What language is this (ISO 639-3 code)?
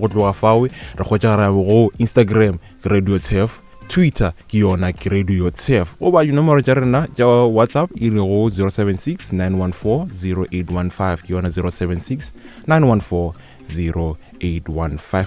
nso